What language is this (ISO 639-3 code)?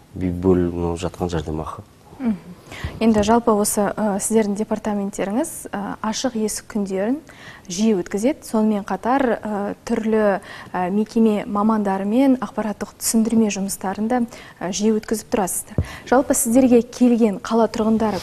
kaz